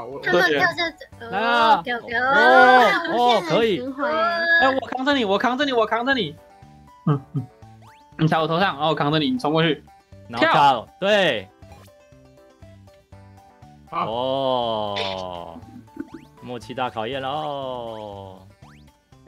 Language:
Chinese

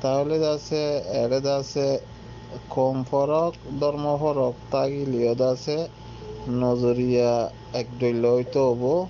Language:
Rohingya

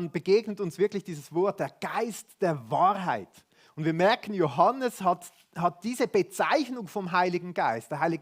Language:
Swiss German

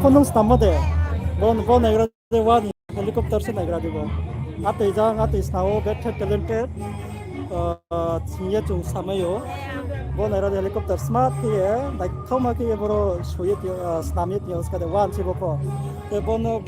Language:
Riang (India)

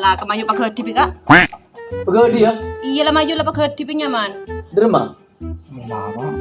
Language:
Madurese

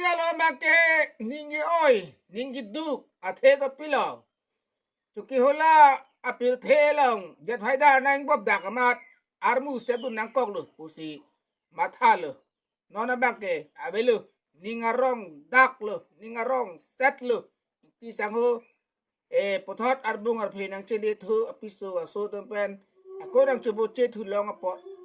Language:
Karbi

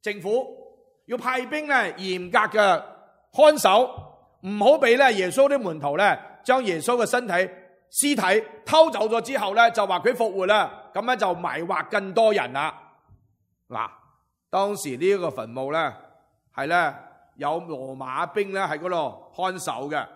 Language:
Cantonese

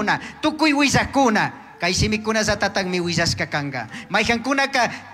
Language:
Chimborazo Highland Quichua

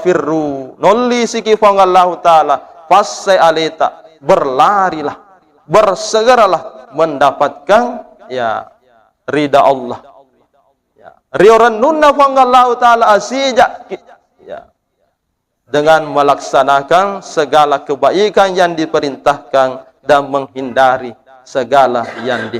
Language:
Buginese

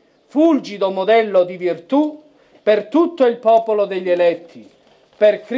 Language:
Italian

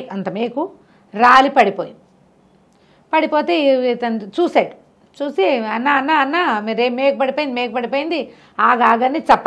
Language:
Telugu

